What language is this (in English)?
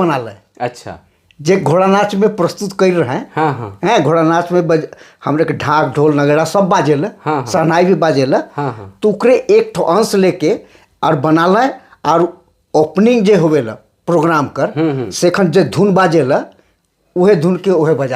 Sadri